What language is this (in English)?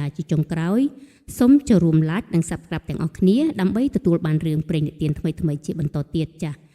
Khmer